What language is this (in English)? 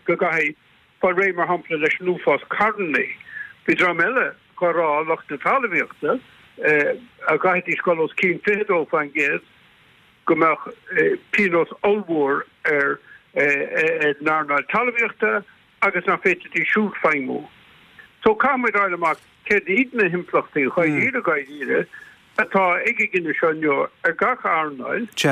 Irish